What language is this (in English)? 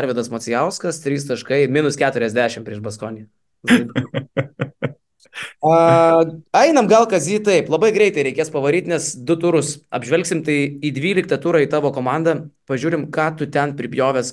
Lithuanian